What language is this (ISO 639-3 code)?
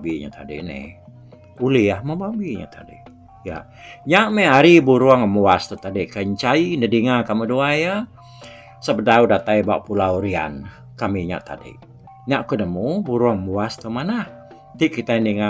iba